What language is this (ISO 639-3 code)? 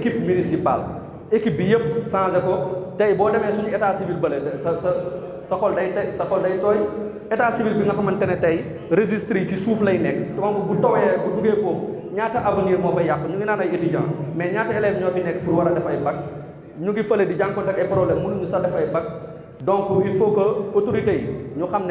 wol